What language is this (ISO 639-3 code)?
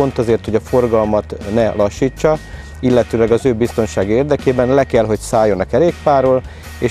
hun